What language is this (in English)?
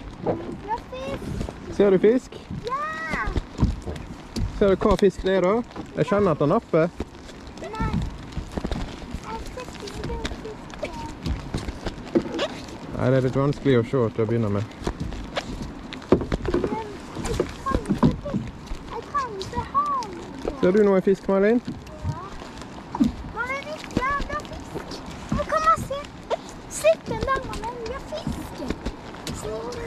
Norwegian